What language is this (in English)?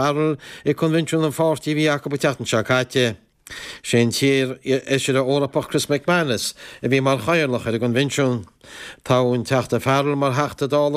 Irish